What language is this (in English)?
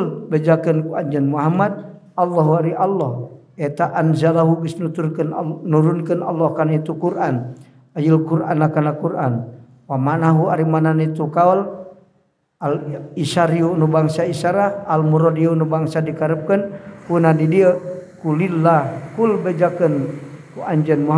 Sundanese